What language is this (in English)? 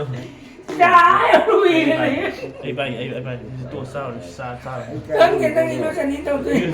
Manipuri